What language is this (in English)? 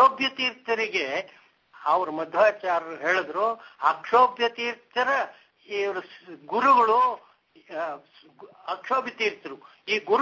Kannada